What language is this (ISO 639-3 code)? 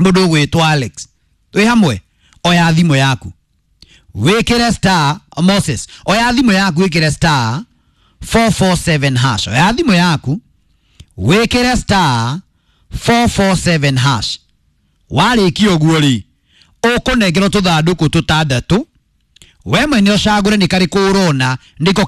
kik